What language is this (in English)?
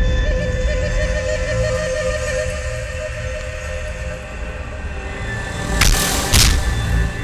Kannada